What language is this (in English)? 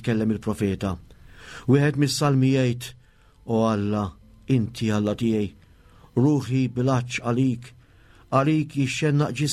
Maltese